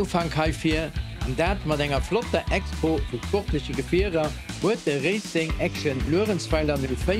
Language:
Luxembourgish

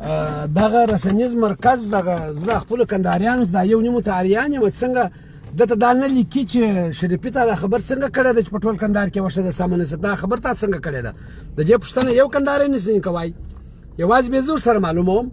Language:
Pashto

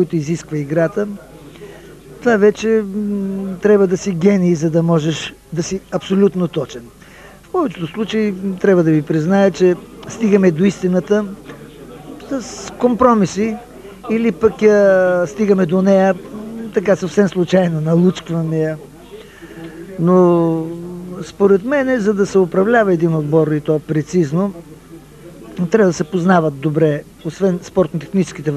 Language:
Bulgarian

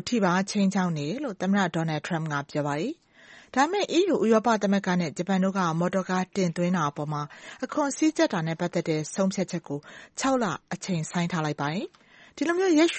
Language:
Burmese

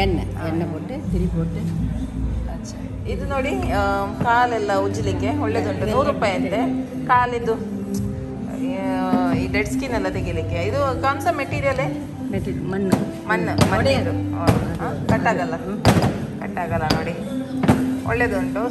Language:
Kannada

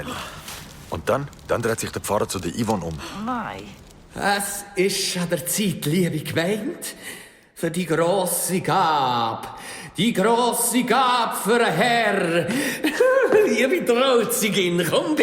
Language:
Swiss German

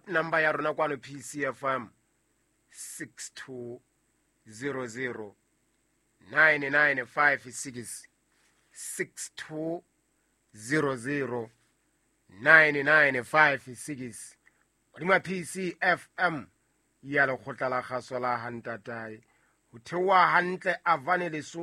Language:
Southern Sotho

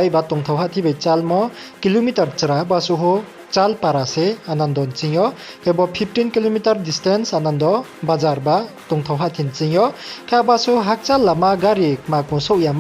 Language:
Riang (India)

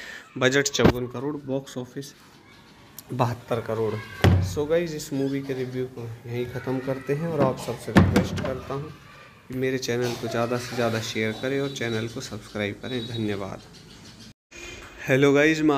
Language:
Hindi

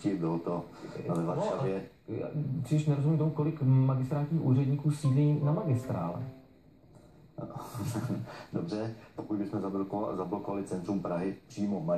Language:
Czech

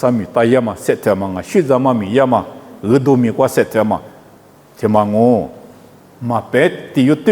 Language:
Lisu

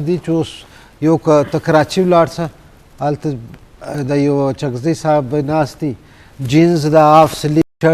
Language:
Eastern Balochi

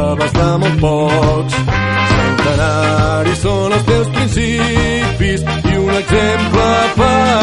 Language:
Catalan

